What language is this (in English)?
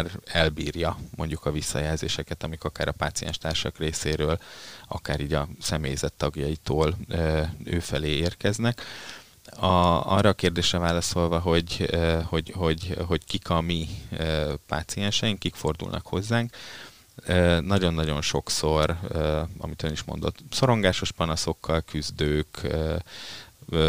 Hungarian